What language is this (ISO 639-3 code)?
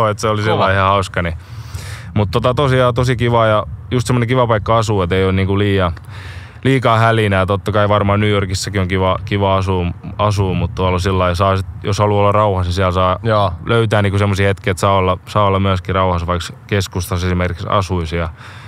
fin